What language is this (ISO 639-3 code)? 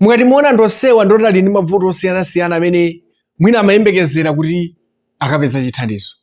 nya